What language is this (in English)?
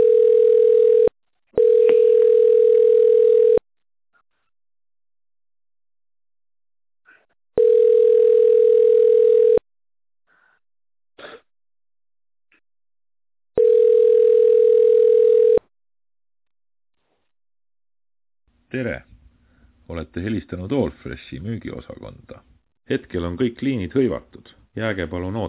Estonian